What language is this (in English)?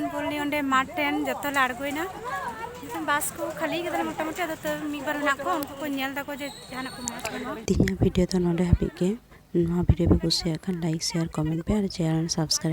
Santali